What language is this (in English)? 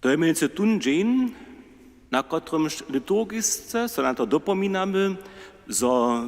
Upper Sorbian